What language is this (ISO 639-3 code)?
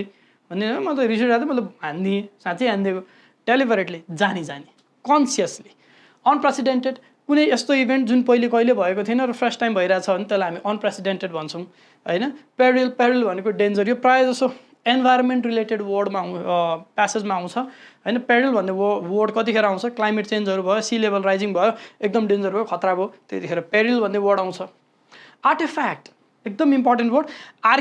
nep